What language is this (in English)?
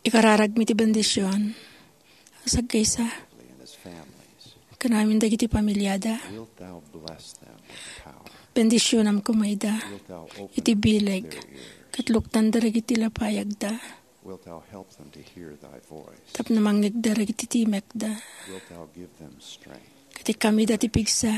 Iloko